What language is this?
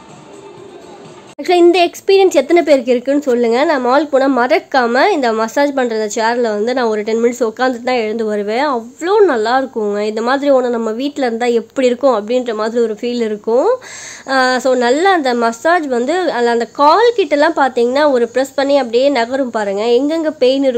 Tamil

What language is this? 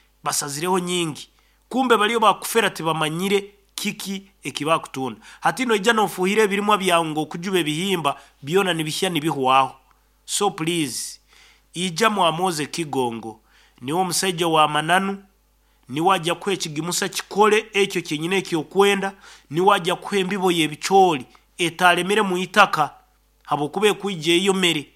Nyankole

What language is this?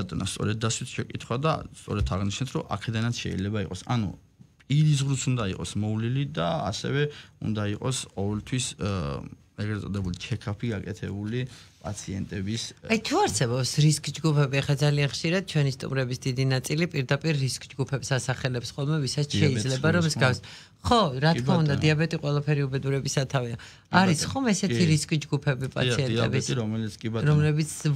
Georgian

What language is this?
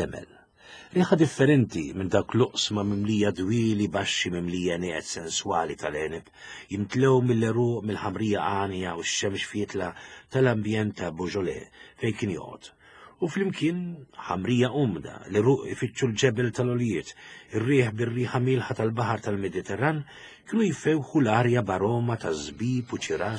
Maltese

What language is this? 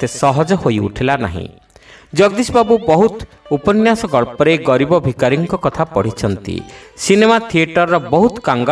Odia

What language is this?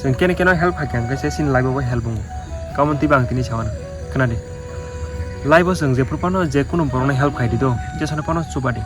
Kok Borok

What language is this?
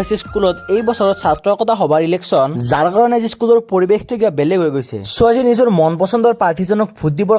Assamese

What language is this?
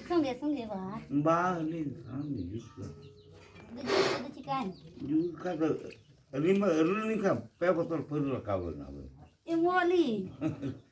Santali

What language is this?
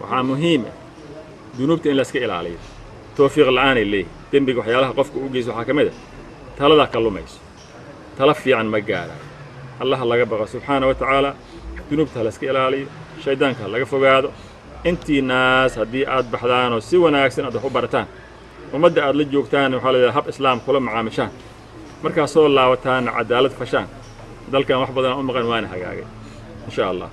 Somali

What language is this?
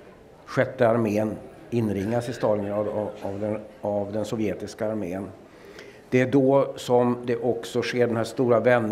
Swedish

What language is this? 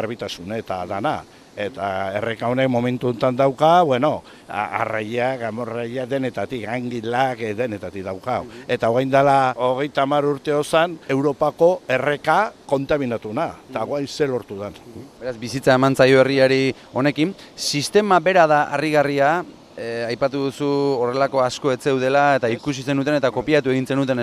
Basque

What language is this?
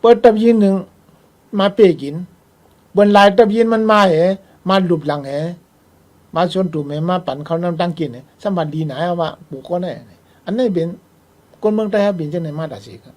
Shan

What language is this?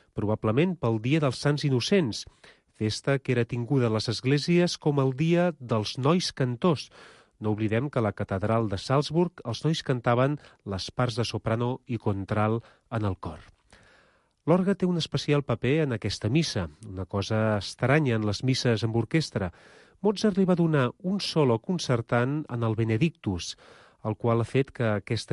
Catalan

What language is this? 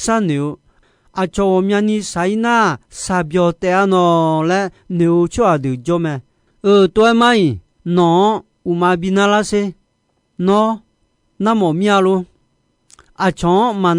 Akha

